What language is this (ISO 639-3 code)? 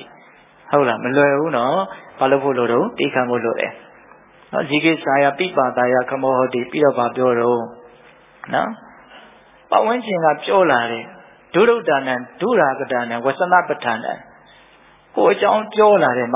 mya